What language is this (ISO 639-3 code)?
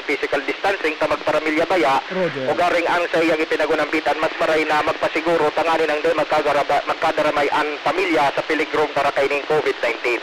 bik